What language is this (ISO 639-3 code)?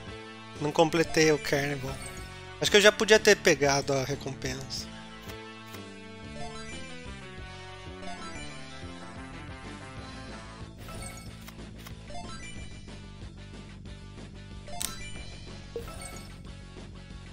por